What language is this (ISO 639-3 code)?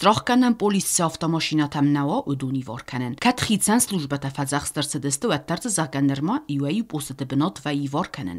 oss